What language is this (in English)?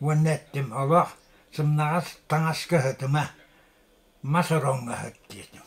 Yakut